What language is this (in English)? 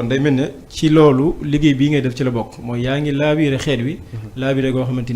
Wolof